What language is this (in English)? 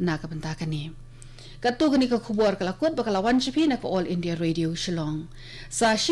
Khasi